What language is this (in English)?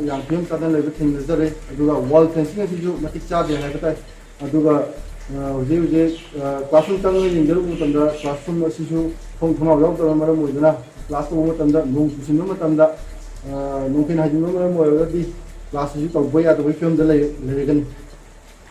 Manipuri